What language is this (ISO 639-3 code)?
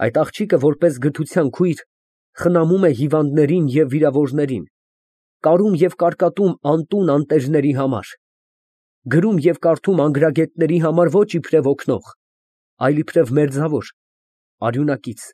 hye